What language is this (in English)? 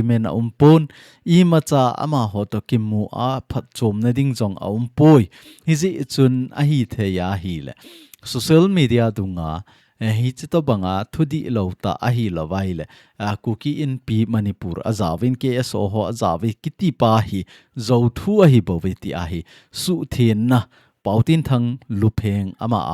Thado Chin